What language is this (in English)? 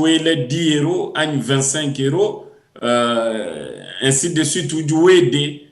Luba-Lulua